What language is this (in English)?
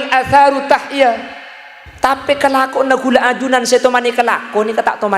Madurese